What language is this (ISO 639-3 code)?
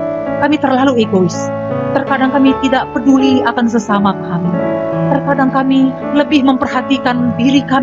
ind